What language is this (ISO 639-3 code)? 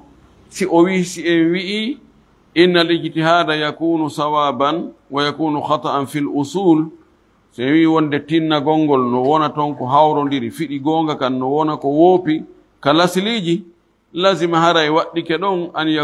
ful